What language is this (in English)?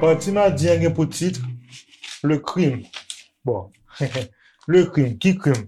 Haitian Creole